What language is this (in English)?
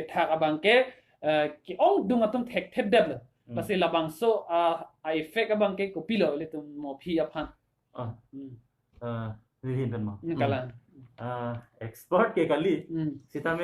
Karbi